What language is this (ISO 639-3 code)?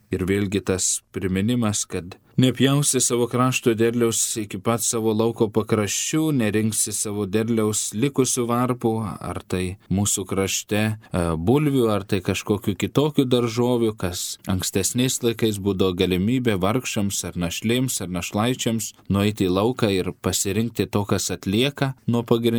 lit